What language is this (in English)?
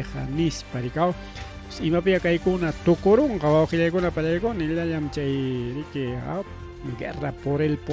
Ayacucho Quechua